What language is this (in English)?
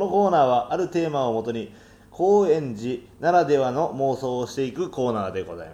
Japanese